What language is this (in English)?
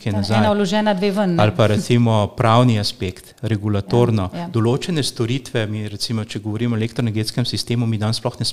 Slovenian